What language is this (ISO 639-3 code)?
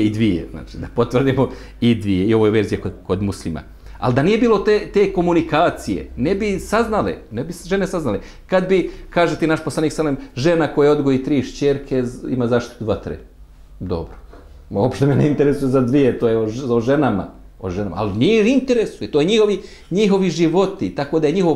bos